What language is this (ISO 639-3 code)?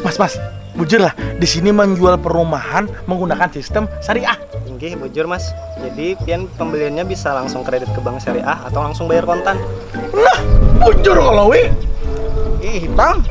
bjn